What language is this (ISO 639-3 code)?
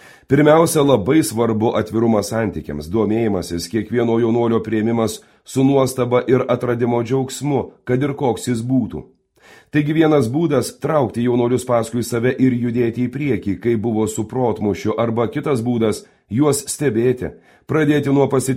lit